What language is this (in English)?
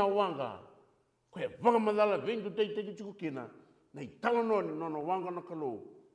Fijian